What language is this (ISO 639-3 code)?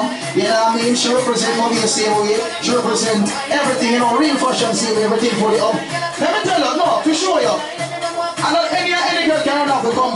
jam